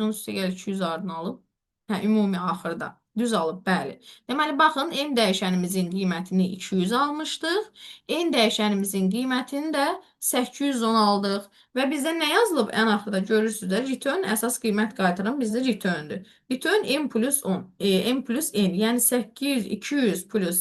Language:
Azerbaijani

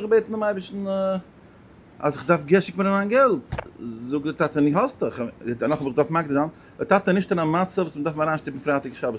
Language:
Yiddish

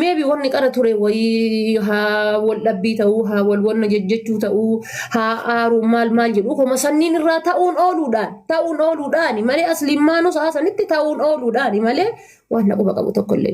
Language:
Oromo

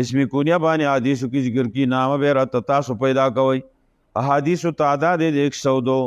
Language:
Pashto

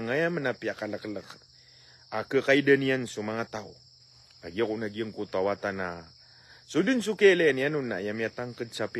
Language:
Maranao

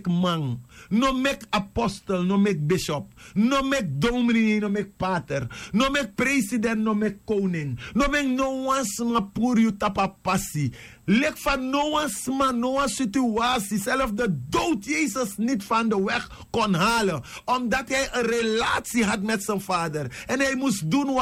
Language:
Sranan Tongo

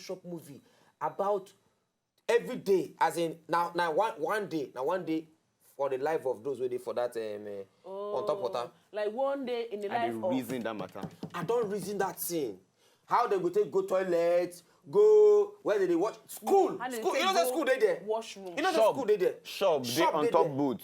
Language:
Nigerian Pidgin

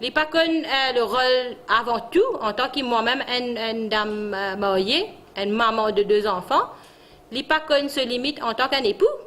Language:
Morisyen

